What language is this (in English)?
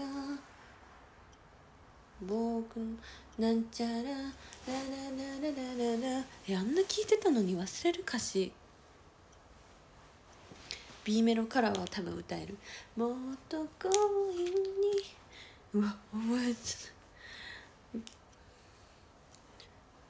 Japanese